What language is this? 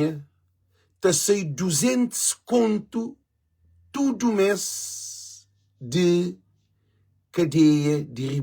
Kabuverdianu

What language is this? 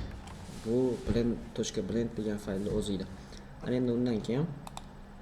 Uzbek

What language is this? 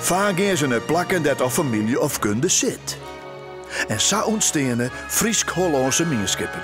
Western Frisian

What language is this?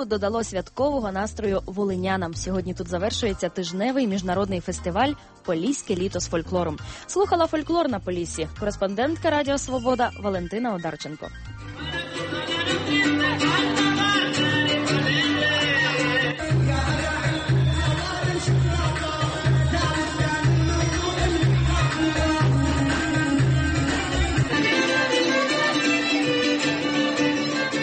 Ukrainian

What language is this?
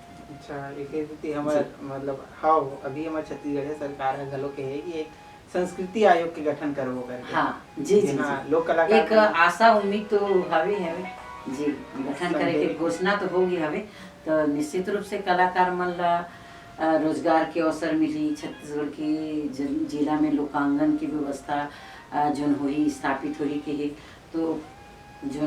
Chhattisgarhi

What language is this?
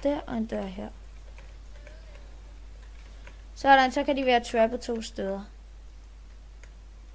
Danish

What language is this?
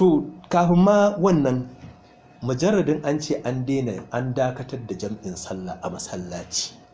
Hausa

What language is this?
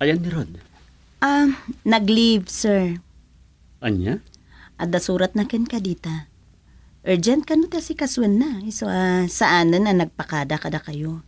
Iloko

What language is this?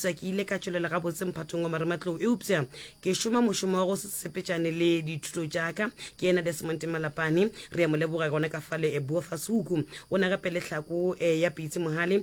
Northern Sotho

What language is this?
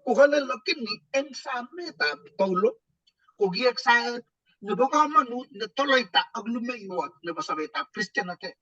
Kalenjin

